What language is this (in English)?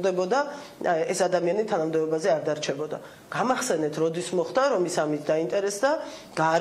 Georgian